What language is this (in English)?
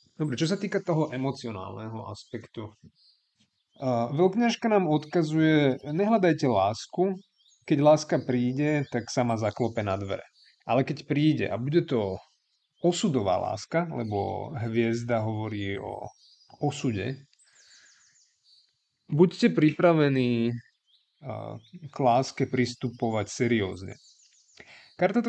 Slovak